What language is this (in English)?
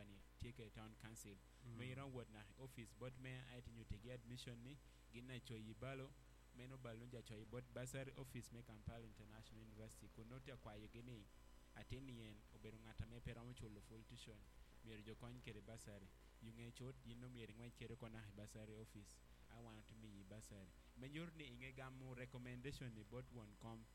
Acoli